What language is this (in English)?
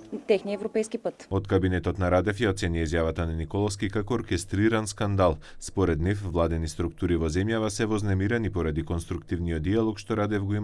Macedonian